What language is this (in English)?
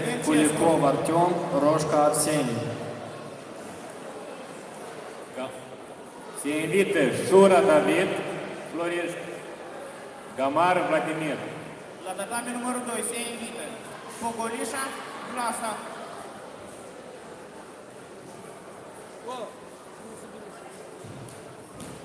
Romanian